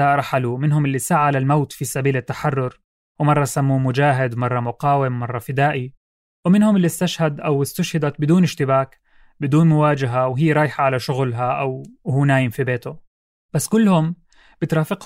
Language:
North Levantine Arabic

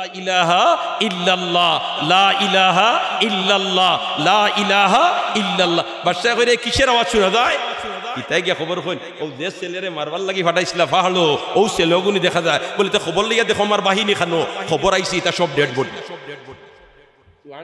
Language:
Sylheti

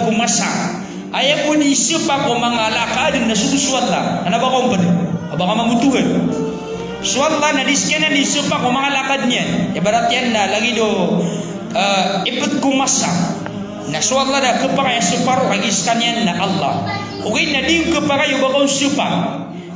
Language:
Maranao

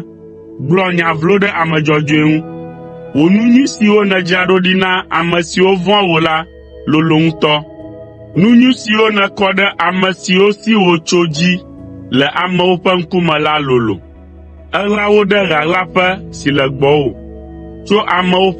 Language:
Ewe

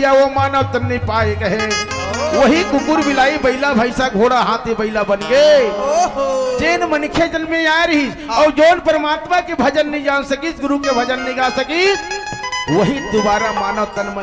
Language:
Chhattisgarhi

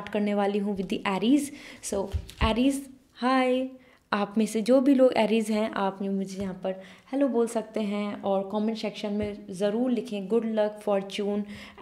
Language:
Hindi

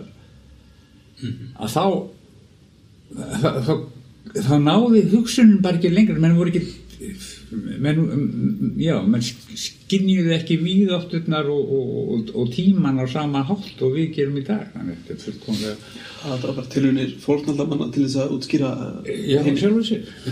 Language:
Icelandic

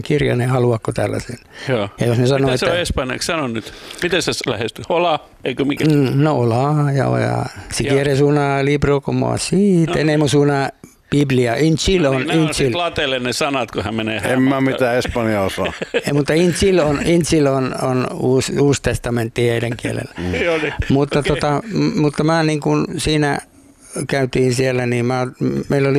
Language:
Finnish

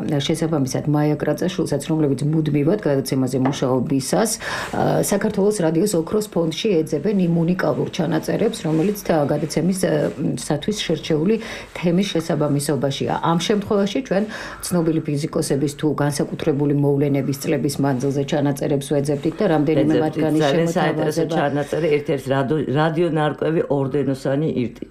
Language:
Georgian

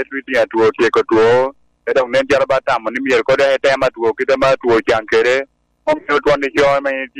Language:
Lango (Uganda)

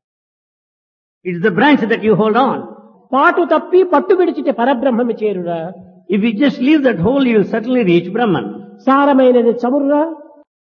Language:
Telugu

